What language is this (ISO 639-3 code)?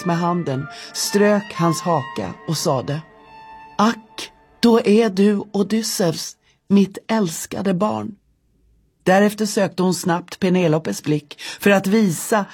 swe